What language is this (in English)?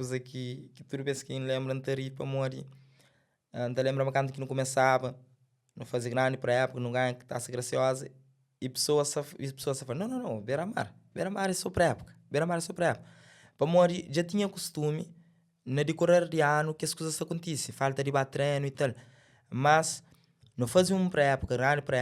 Kabuverdianu